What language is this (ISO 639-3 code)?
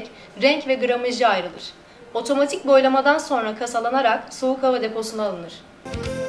tur